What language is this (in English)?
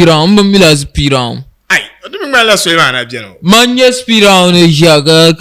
Dagbani